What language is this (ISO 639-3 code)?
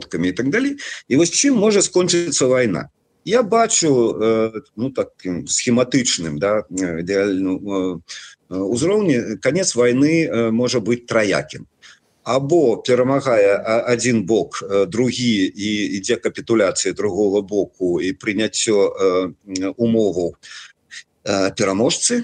bel